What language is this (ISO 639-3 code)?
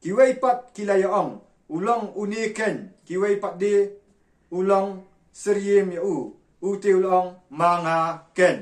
kha